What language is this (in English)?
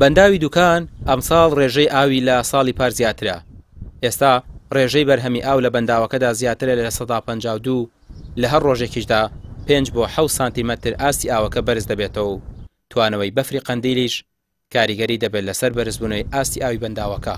Central Kurdish